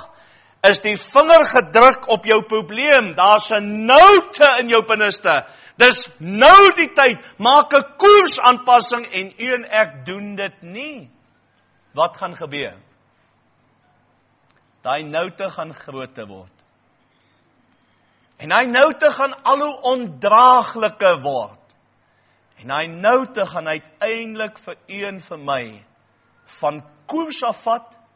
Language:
Afrikaans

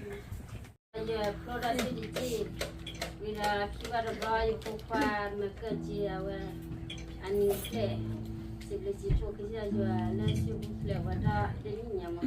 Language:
S'gaw Karen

